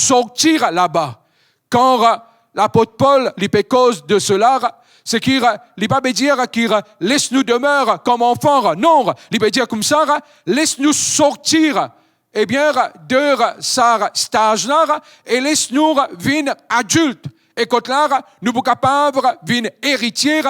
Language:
Morisyen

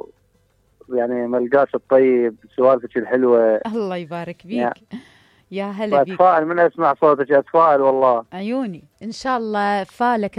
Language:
Mesopotamian Arabic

